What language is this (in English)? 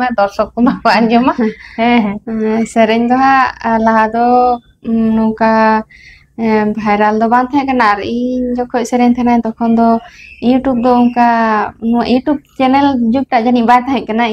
Santali